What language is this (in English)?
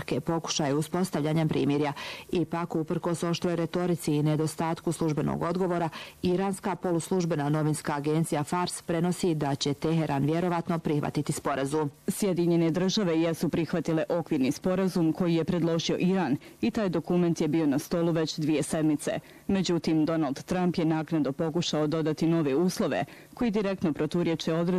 Bosnian